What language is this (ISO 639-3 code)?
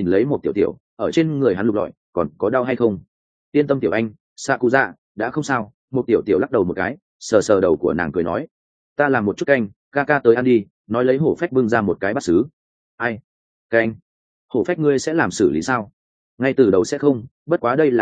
vie